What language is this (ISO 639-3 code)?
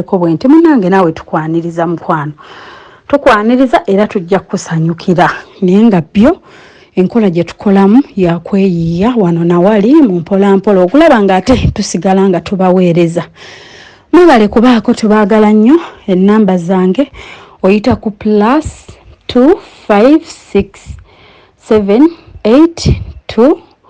lug